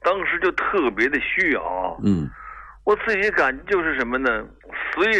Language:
Chinese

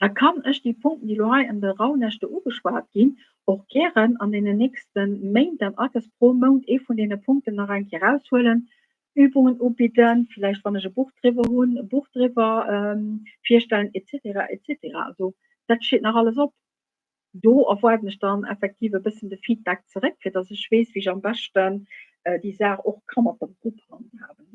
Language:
Luxembourgish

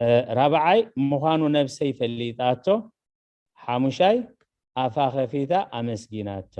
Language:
Tigrinya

